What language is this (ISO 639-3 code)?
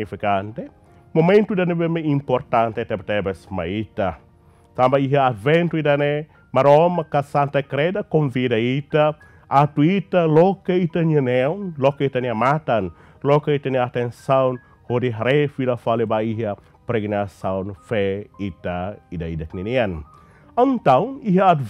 tet